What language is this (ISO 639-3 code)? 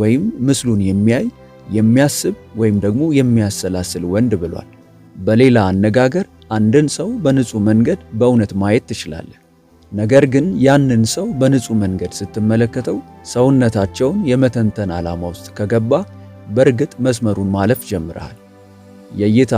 amh